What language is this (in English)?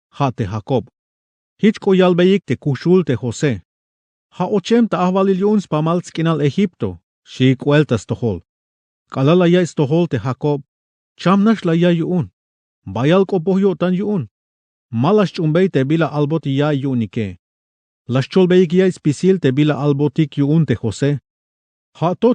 Tzeltal